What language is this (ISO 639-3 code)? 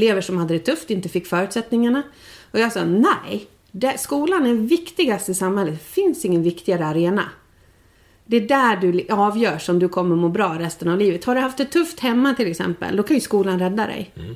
swe